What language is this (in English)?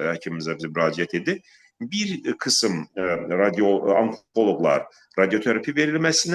Azerbaijani